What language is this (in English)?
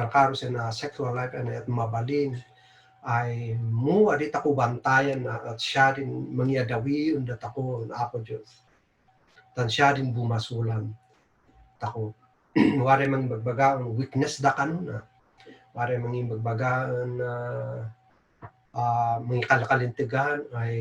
Kankanaey